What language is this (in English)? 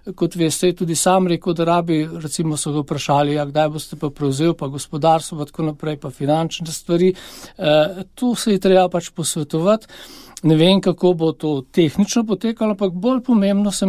Slovenian